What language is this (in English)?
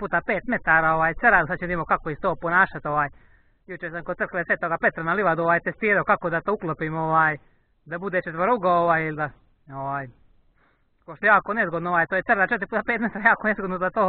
Croatian